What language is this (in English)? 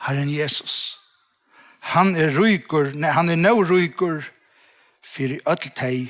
Faroese